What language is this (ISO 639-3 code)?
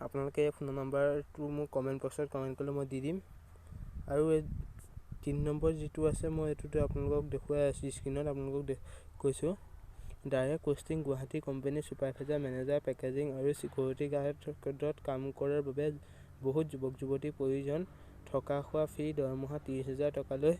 asm